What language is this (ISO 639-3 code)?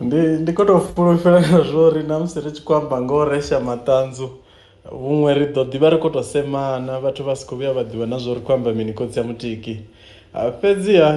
ven